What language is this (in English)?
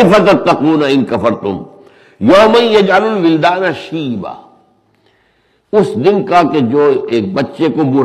Urdu